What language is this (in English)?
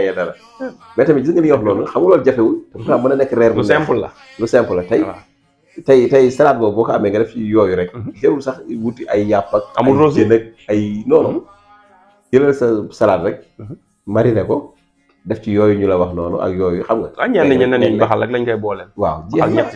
Wolof